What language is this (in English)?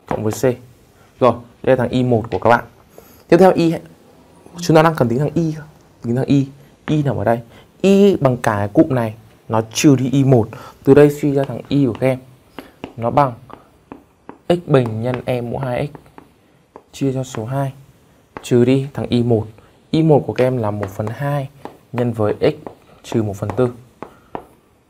Vietnamese